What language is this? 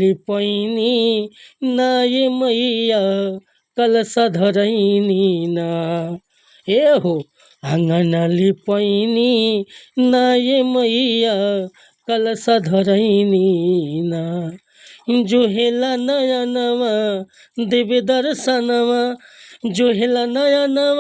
Bhojpuri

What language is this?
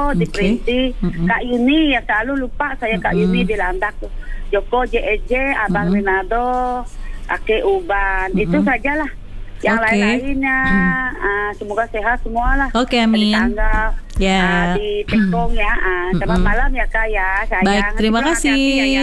Indonesian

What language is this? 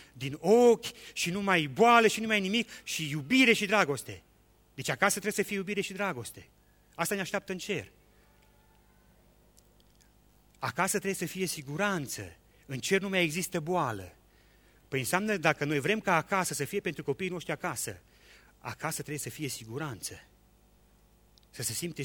Romanian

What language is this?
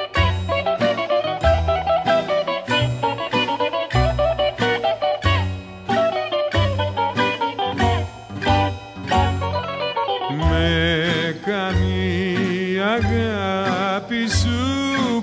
Greek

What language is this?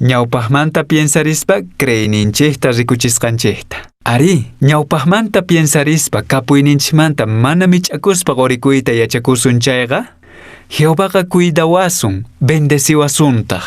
Quechua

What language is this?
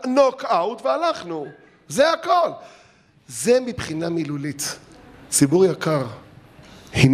Hebrew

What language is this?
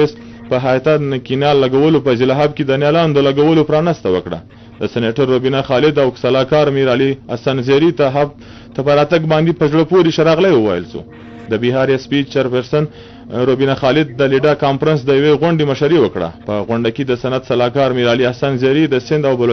Pashto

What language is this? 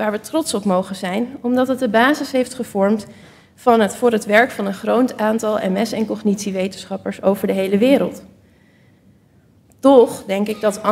Dutch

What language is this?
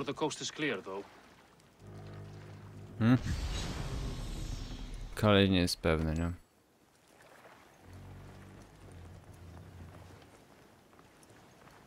Polish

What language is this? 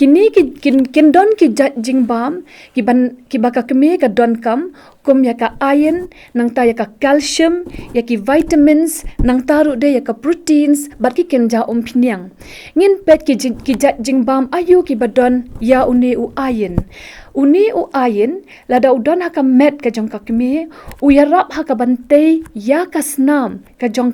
Khasi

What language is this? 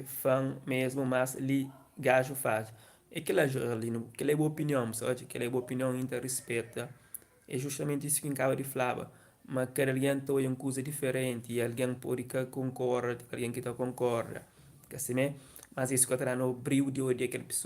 Kabuverdianu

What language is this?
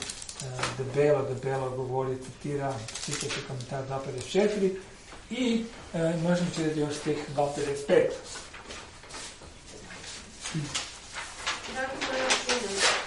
Croatian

